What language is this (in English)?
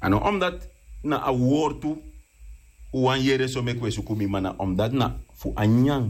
Sranan Tongo